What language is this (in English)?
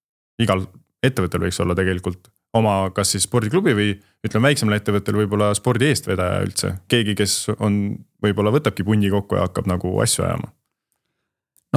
Estonian